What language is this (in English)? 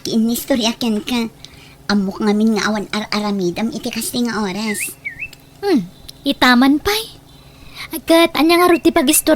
Iloko